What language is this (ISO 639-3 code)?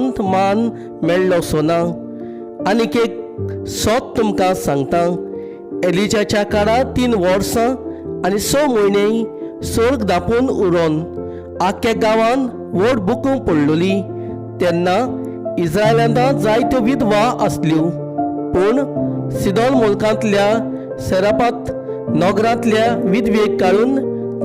kok